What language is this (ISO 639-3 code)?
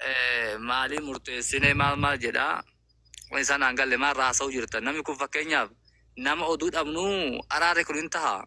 orm